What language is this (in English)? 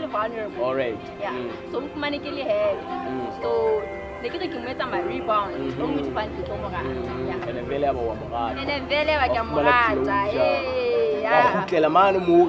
Southern Sotho